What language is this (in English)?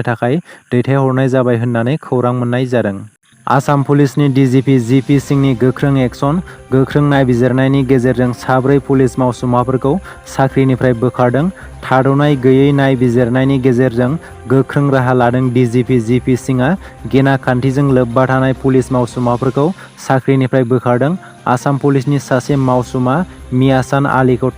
Bodo